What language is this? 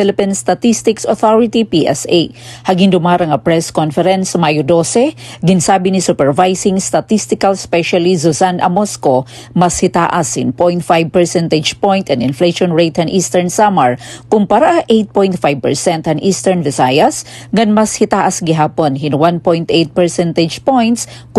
Waray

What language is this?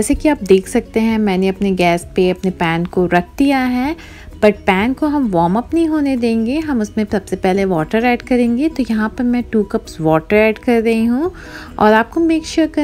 Hindi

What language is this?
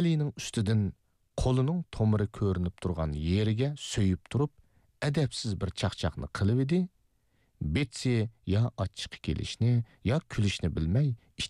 Uyghur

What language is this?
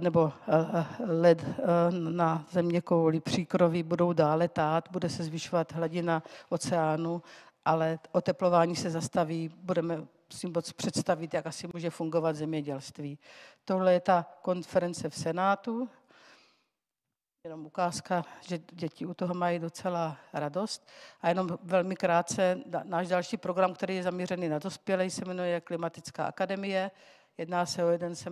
Czech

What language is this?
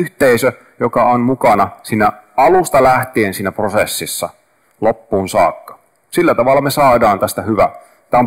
Finnish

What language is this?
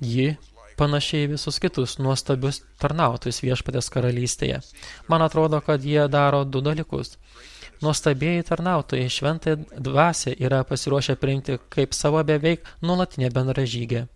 Lithuanian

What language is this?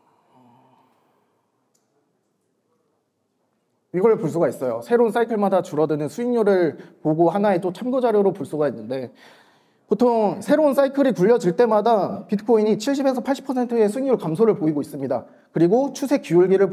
Korean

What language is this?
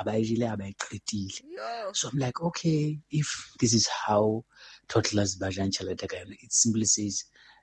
Southern Sotho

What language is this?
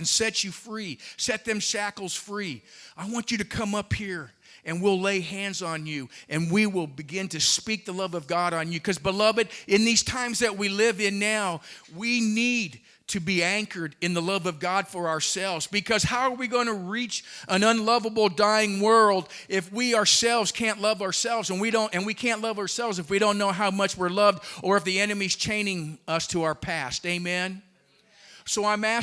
English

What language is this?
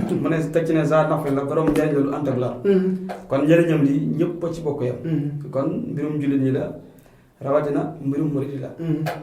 Wolof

